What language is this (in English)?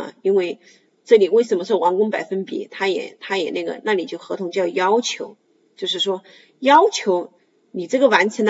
Chinese